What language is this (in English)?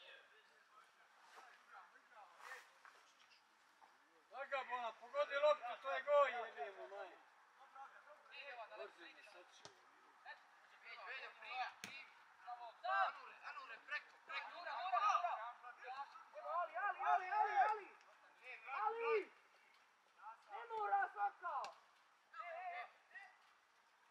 Croatian